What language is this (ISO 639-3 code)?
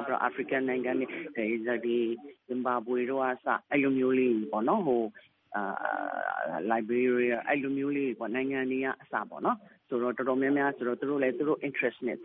mya